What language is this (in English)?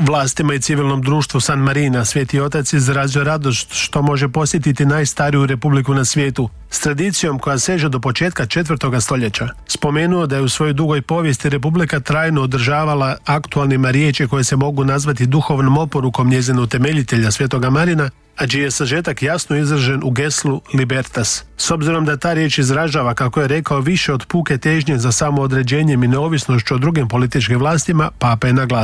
Croatian